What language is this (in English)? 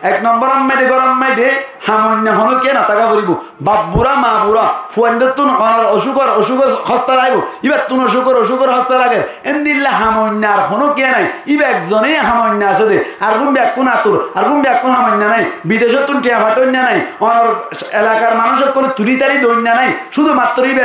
Rohingya